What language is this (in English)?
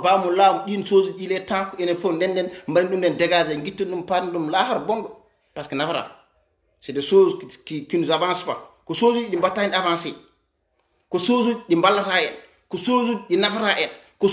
Fula